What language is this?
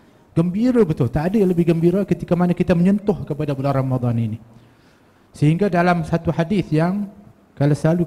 Malay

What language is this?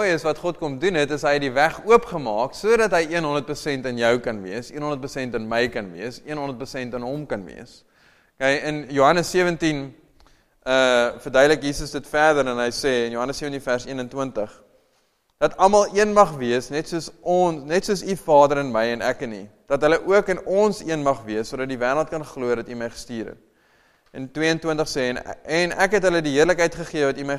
Afrikaans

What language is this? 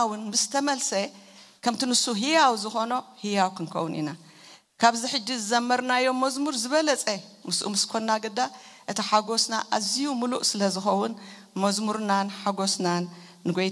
Tigrinya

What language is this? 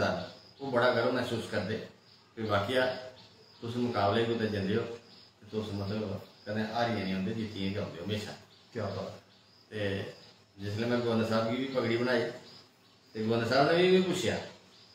Dogri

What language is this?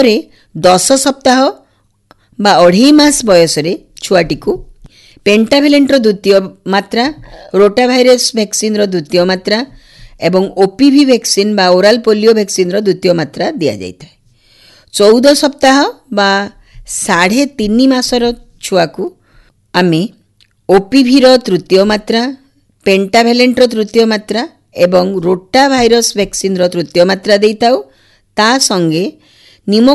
Odia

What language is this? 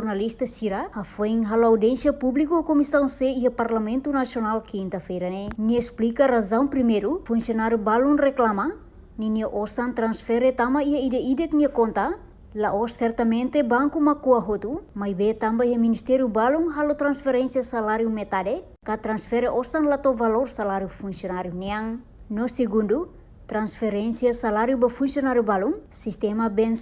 Tetum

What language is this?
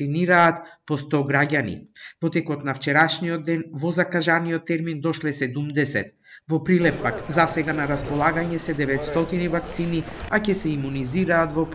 Macedonian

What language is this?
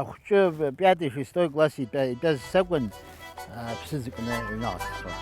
Abkhazian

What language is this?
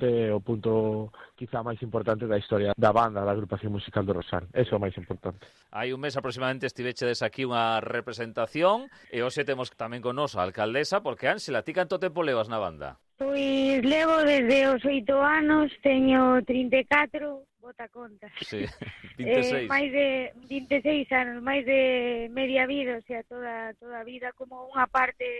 Galician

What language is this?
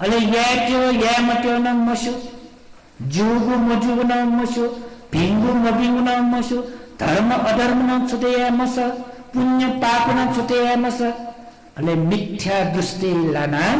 Newari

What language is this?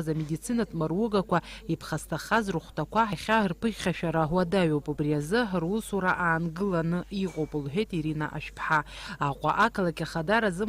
Abkhazian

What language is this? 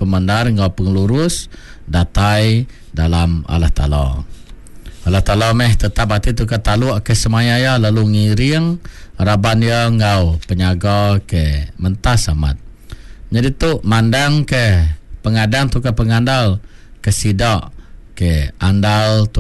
Iban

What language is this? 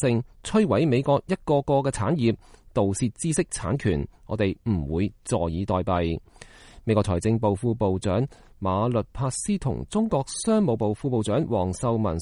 Cantonese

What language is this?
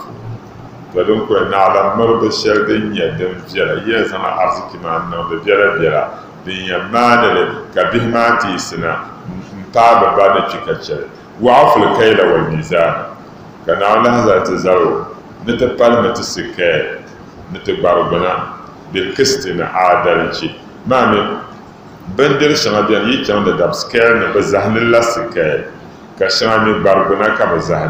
Dagbani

